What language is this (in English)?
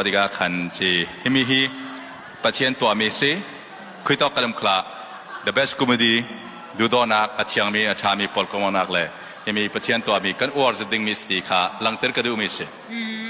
Falam Chin